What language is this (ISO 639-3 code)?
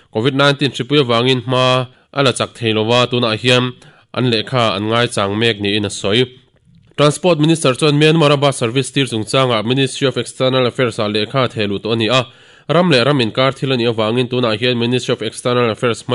lus